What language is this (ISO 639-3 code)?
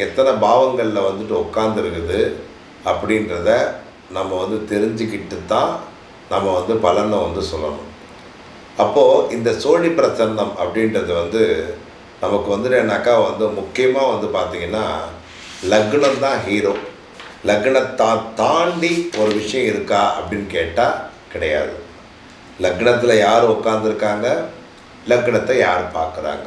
tam